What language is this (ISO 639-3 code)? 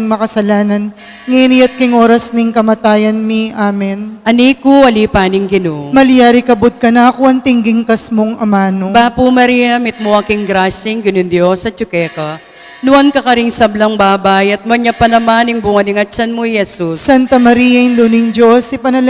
pam